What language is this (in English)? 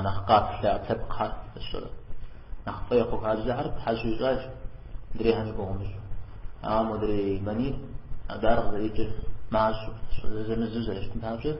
Kabardian